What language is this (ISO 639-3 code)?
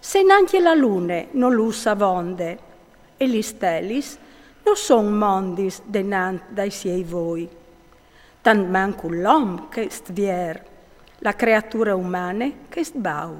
fur